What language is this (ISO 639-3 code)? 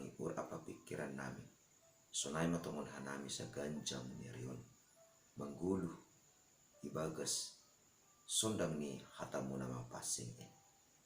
bts